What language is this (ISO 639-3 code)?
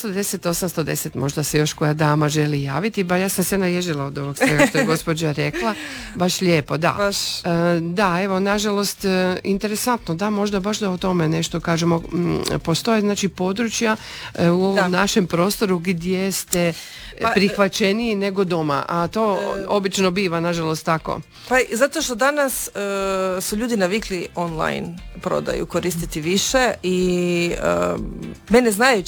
hrv